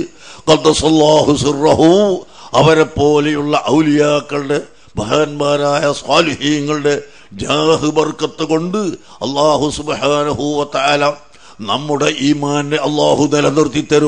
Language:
Malayalam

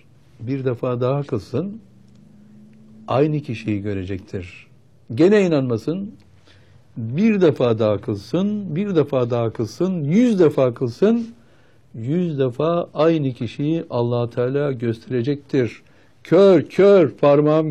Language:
Turkish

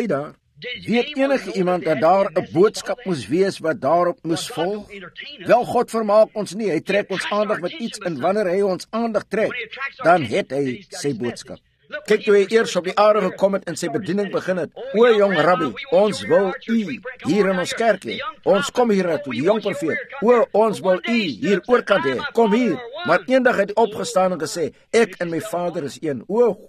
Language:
Afrikaans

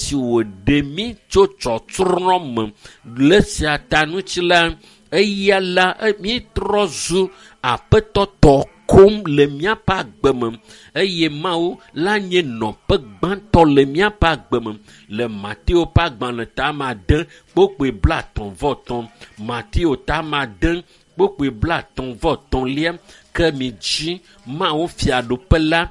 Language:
Ewe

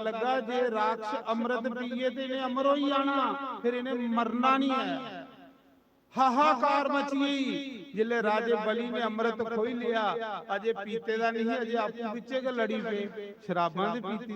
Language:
Dogri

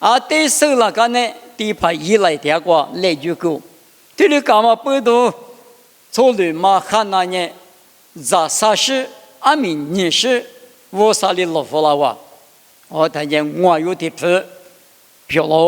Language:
Lisu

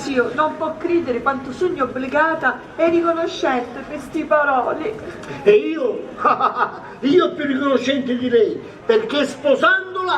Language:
Sicilian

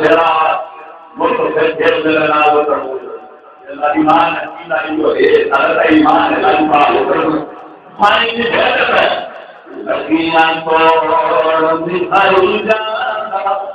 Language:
Saraiki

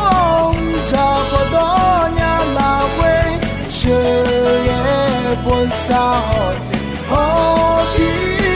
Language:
Akha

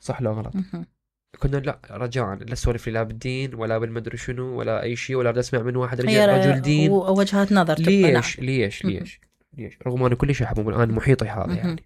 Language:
Mesopotamian Arabic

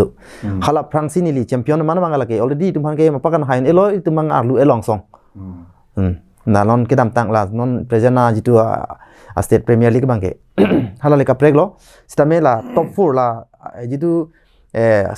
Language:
Karbi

